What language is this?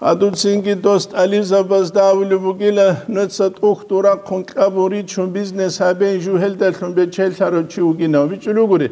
Avaric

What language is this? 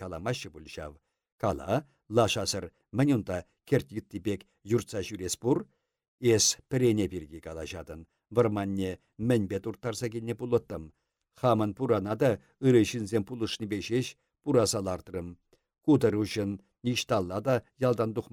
Chuvash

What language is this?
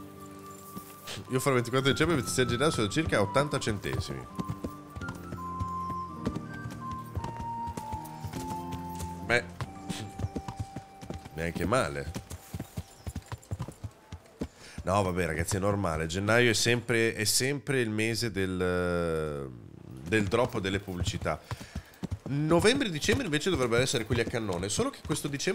Italian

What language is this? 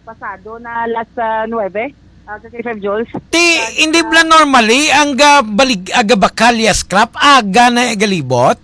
Hiligaynon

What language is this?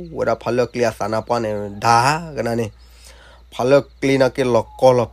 S'gaw Karen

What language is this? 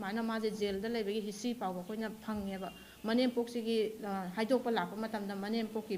Manipuri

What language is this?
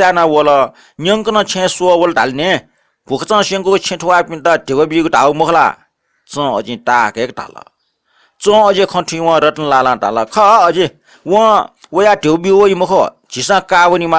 Newari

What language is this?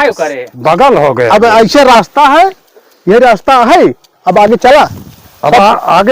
Awadhi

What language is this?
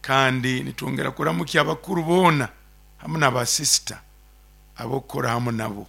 Nyoro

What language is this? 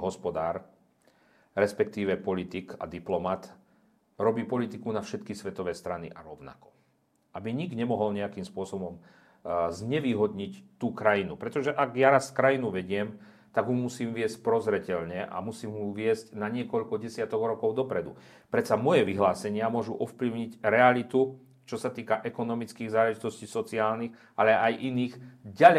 Slovak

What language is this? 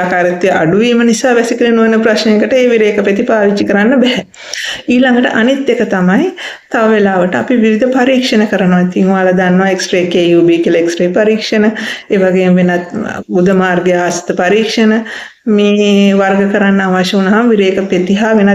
Sinhala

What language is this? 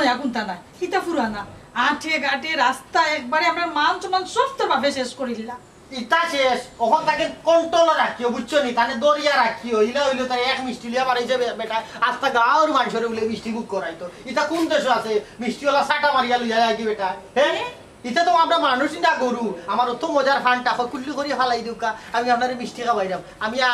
Sylheti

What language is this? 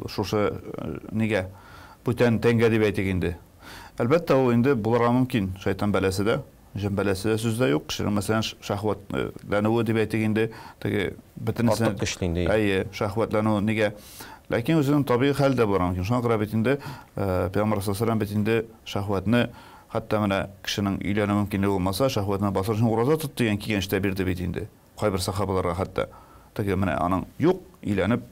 Tatar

